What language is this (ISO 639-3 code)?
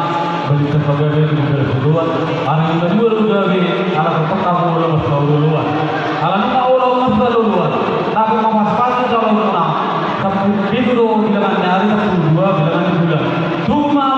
bbc